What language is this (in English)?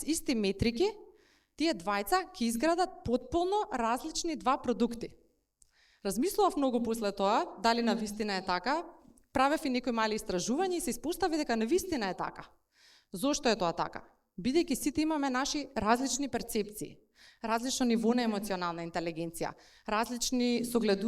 Macedonian